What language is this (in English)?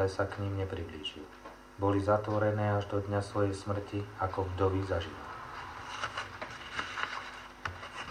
Slovak